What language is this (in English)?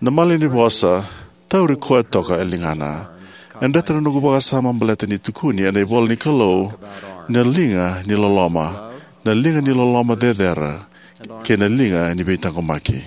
Fijian